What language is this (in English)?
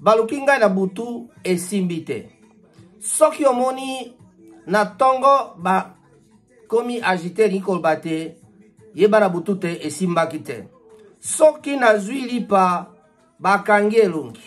Lingala